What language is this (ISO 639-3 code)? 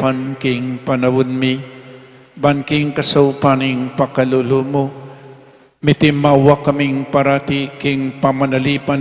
pam